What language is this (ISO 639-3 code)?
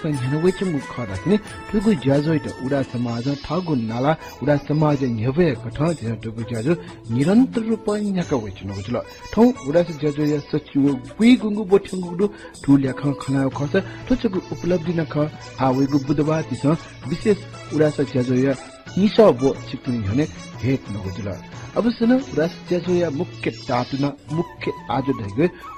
new